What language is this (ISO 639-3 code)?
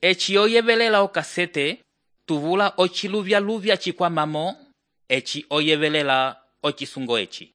umb